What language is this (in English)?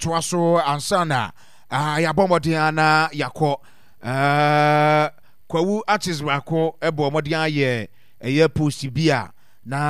Akan